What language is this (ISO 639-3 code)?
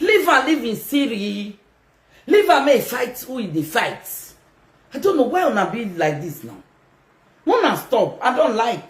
pcm